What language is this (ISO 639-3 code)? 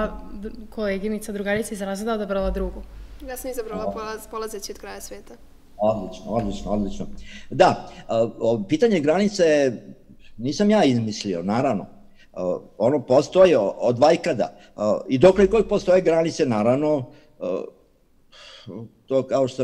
srp